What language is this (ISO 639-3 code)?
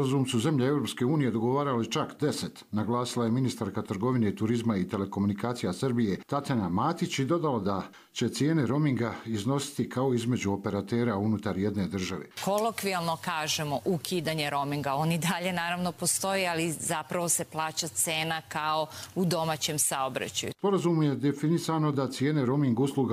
hrv